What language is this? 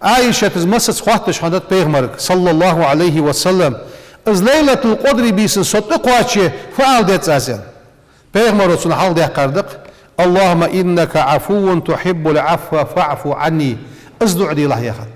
Ingush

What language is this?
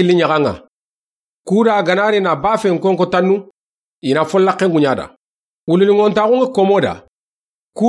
Soninke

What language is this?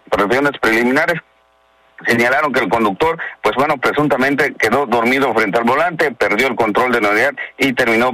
Spanish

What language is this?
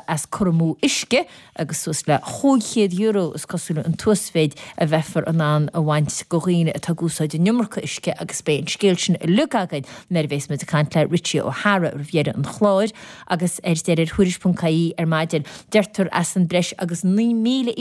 Irish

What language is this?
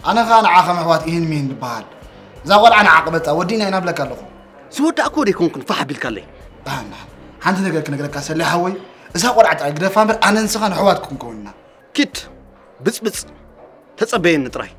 Tigrinya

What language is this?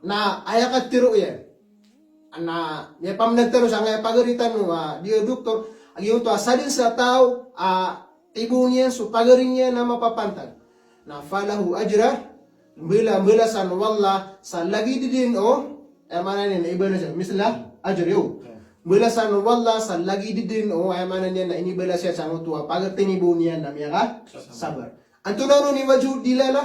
Maranao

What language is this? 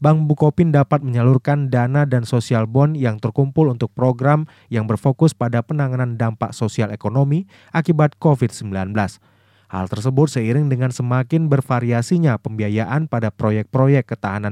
Indonesian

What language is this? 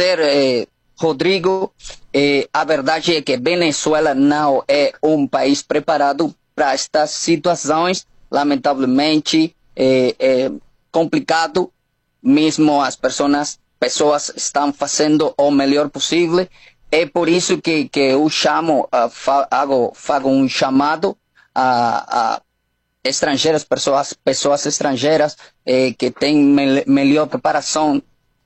Portuguese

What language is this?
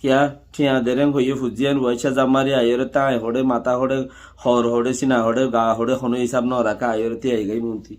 Rohingya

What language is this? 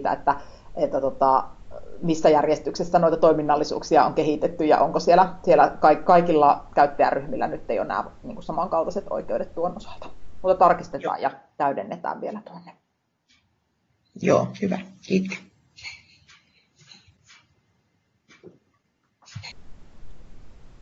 Finnish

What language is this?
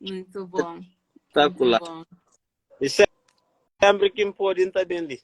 Kabuverdianu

